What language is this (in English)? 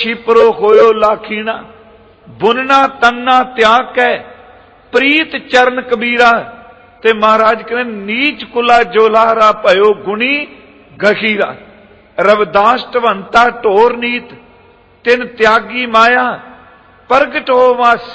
Punjabi